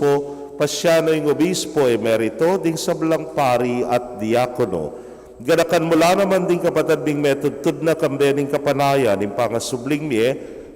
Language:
Pampanga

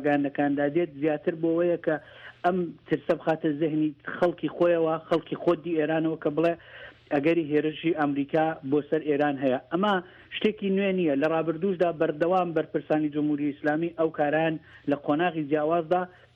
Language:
Central Kurdish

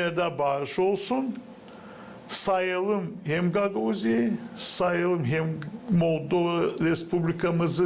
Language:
Gagauz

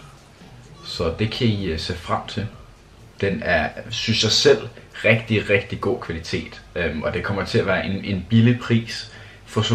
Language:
Danish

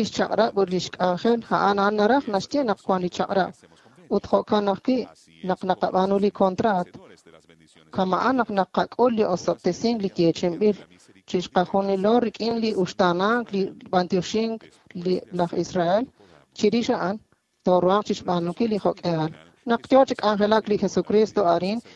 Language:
Kekchí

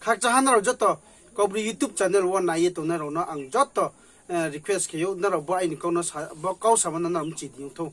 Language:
Riang (India)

